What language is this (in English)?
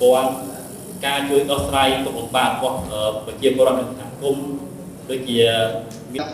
Khmer